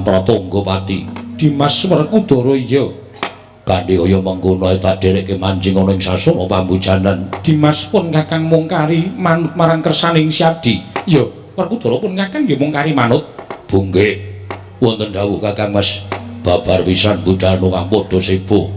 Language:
Javanese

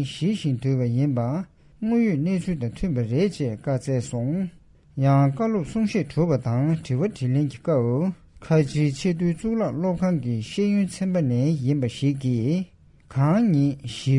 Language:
Tibetan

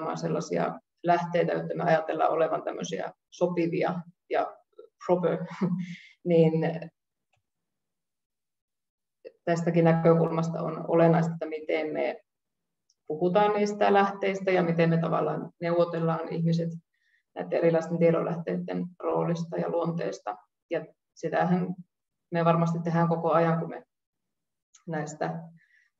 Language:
Finnish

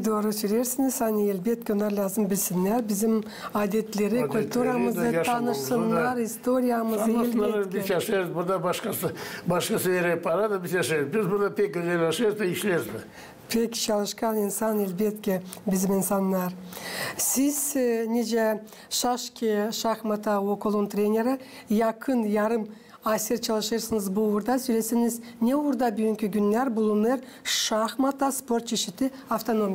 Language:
Gagauz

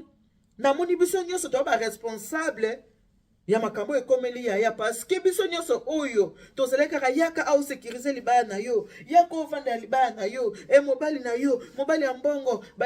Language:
Lingala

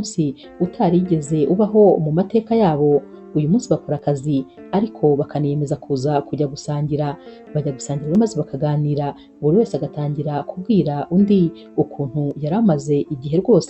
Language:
Kinyarwanda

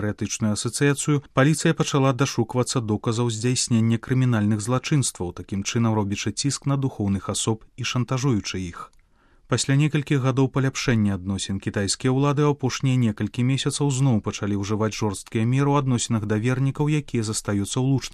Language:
Belarusian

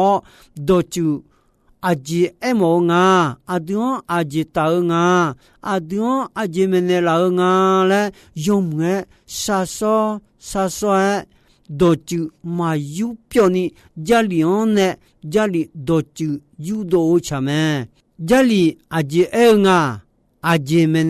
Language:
Akha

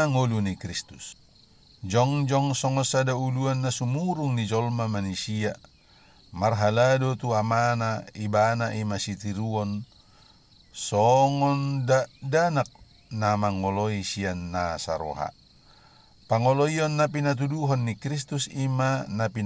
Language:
Batak Toba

